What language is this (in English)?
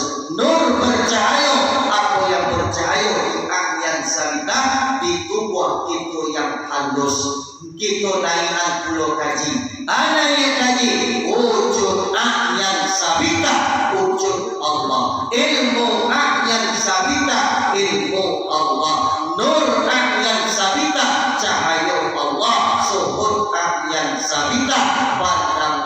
Minangkabau